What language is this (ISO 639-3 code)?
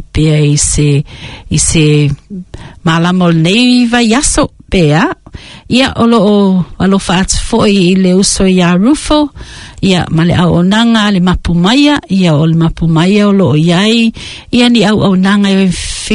smo